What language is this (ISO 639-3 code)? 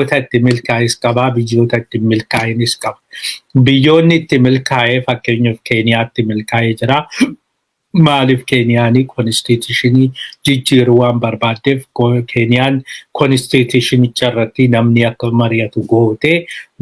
orm